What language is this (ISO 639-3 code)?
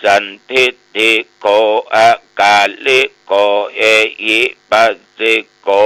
pli